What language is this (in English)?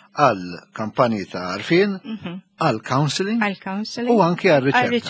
Maltese